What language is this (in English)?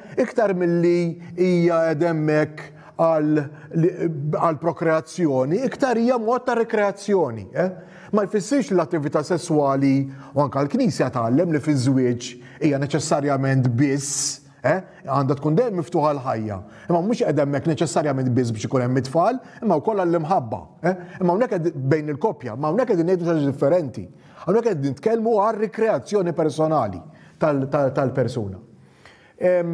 Maltese